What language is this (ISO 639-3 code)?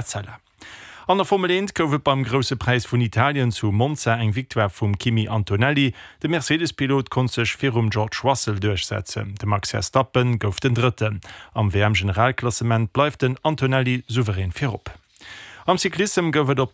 ltz